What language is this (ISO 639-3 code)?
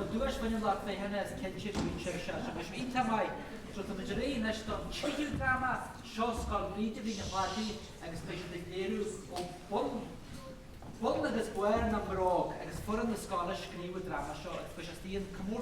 gle